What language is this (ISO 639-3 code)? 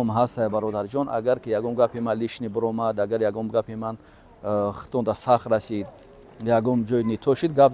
tgk